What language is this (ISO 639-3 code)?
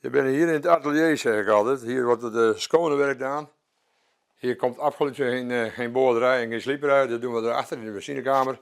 fry